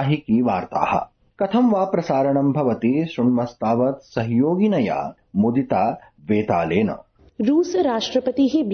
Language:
Sanskrit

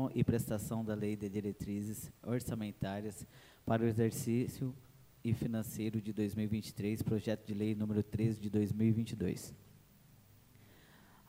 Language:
Portuguese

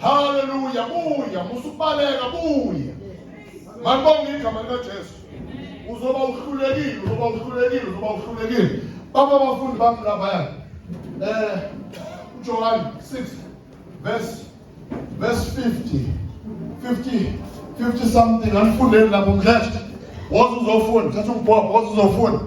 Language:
Zulu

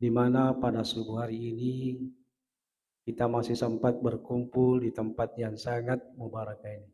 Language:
Buginese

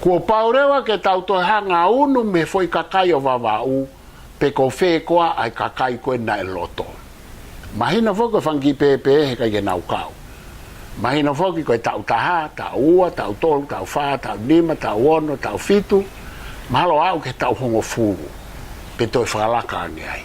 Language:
Tongan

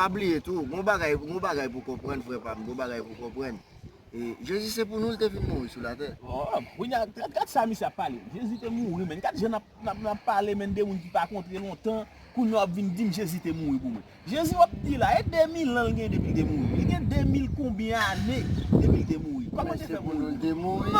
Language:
Haitian Creole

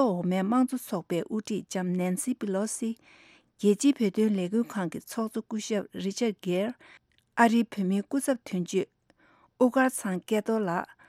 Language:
Tibetan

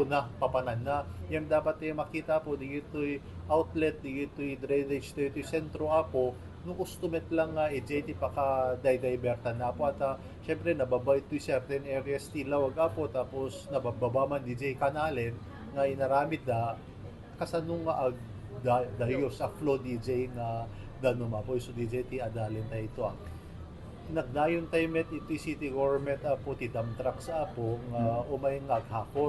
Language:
Iloko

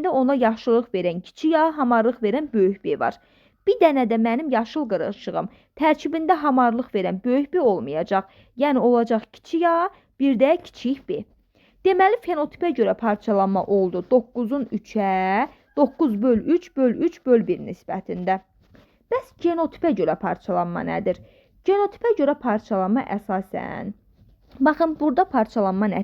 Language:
Azerbaijani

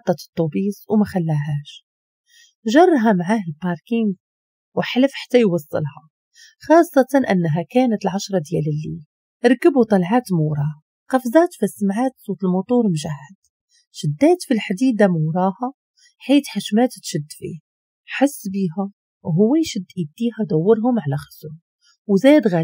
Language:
Moroccan Arabic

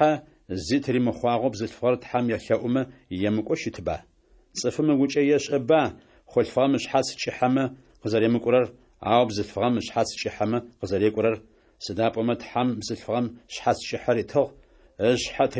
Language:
Adyghe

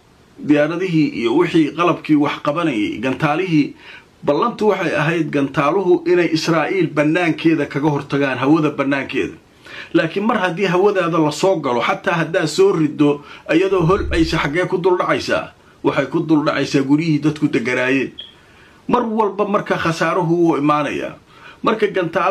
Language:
Somali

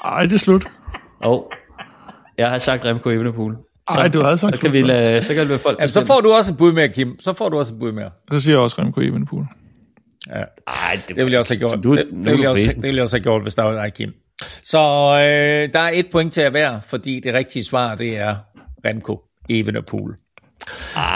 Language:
Danish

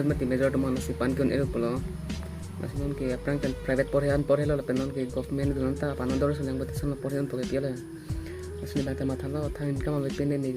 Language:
Karbi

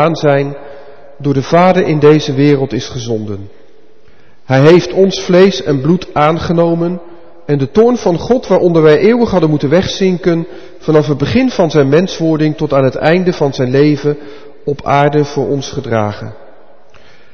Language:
Dutch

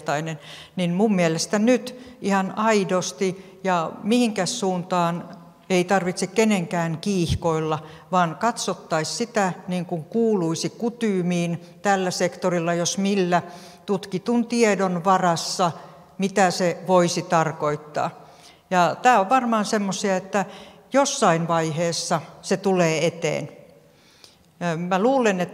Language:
Finnish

